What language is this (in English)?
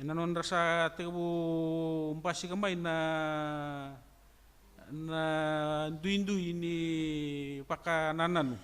Fijian